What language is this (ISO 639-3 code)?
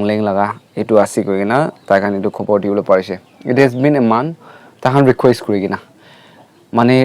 nag